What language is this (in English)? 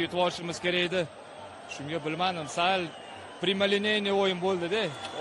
Uzbek